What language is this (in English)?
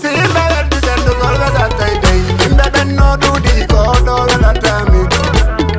Fula